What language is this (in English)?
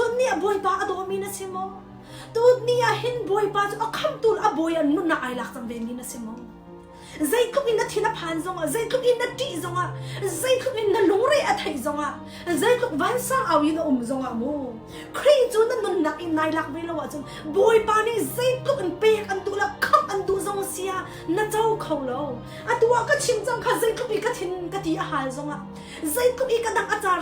Hakha Chin